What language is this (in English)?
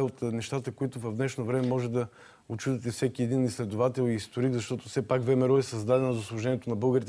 Bulgarian